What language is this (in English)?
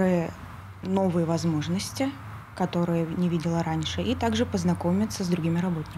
Russian